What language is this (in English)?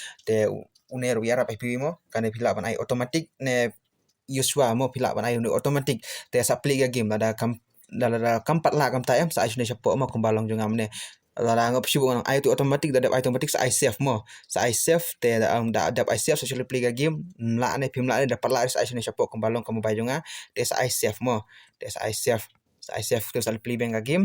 Khasi